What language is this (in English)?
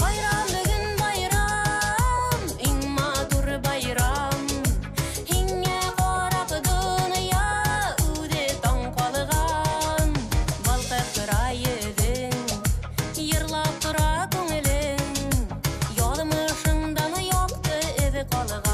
Bashkir